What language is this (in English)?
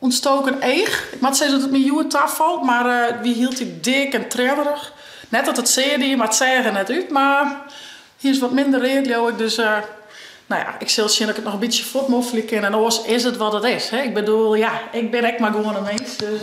Western Frisian